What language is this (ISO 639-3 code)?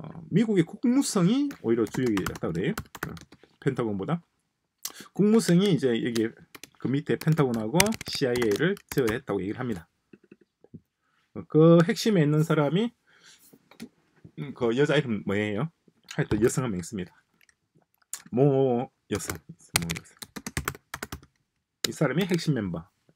kor